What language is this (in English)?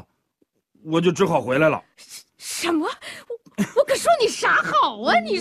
Chinese